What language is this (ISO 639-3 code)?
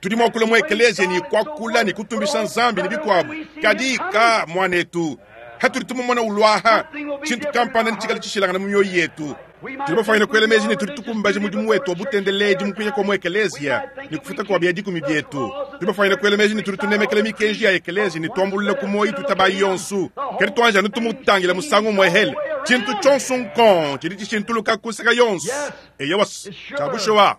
lua